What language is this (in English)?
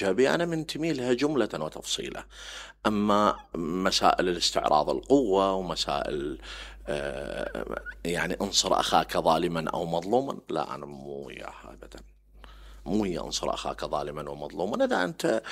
Mesopotamian Arabic